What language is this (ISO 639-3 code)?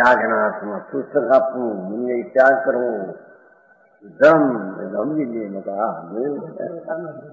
guj